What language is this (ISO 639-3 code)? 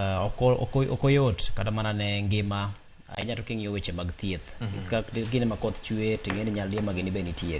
luo